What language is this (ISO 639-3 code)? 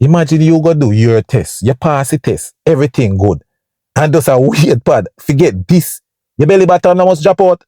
jam